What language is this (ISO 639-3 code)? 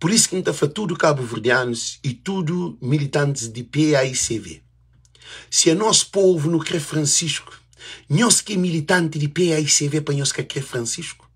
kea